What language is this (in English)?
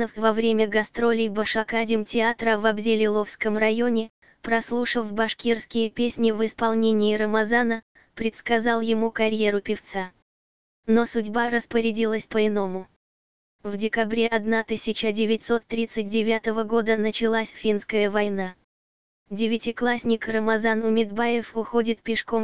Russian